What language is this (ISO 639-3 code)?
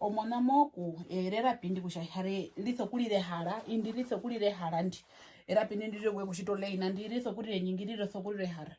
her